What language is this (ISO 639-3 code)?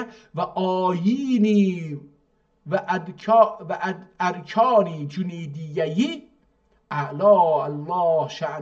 azb